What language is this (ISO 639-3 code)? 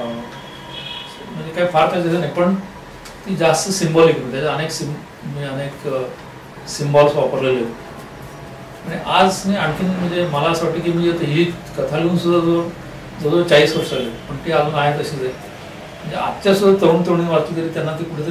mar